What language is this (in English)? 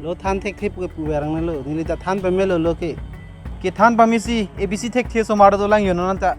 Karbi